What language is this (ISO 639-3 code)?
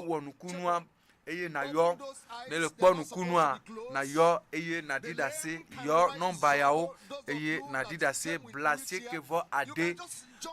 ewe